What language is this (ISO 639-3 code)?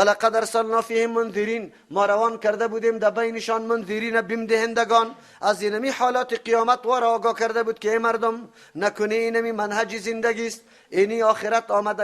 fas